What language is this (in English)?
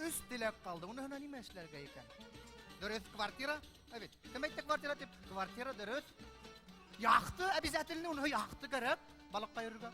Bashkir